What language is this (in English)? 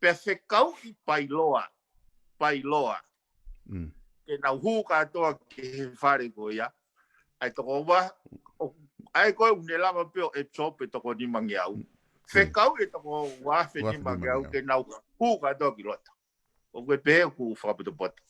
Tongan